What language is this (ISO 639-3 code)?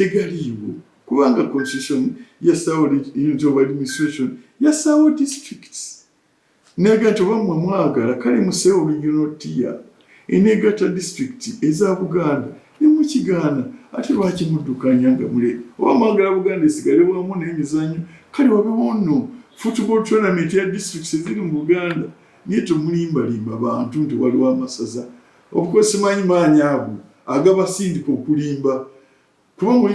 lug